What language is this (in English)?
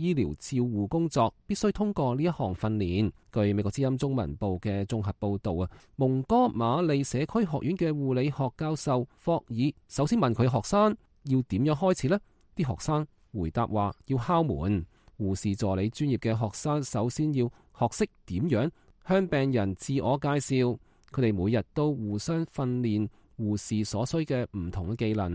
Cantonese